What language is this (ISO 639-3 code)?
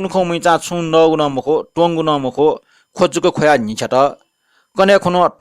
new